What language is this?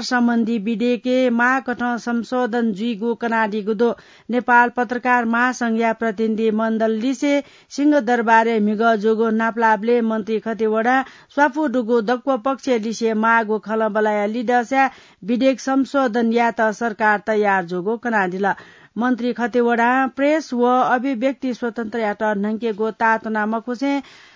Newari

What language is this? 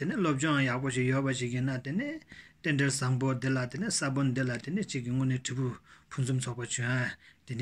Tibetan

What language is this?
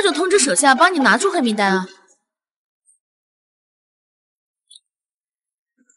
Chinese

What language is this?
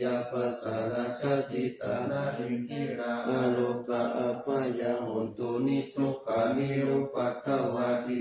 Pali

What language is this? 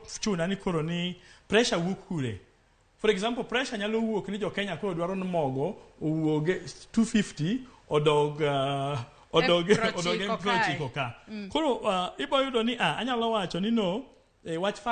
Luo (Kenya and Tanzania)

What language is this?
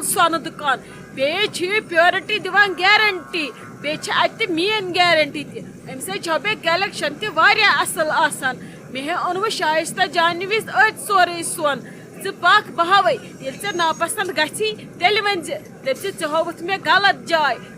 Kashmiri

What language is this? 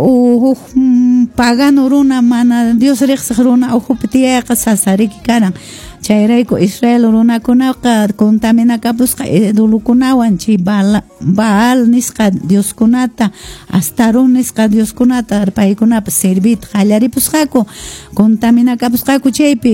Quechua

